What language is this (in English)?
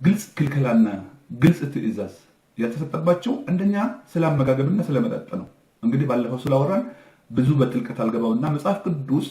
Amharic